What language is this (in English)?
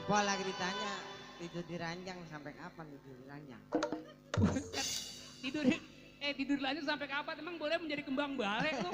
Betawi